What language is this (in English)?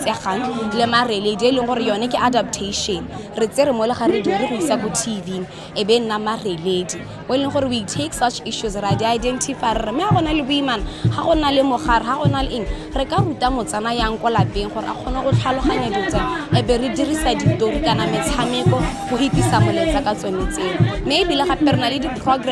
Tswana